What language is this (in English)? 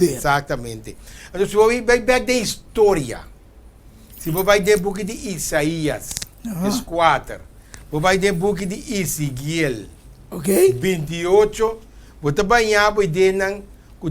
Papiamento